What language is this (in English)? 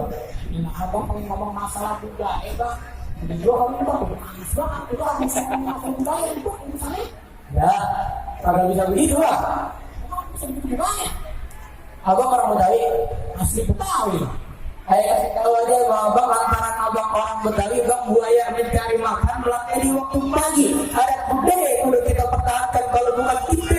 Betawi